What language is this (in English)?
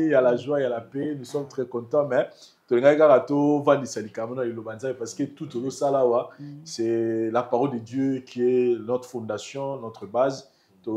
Lingala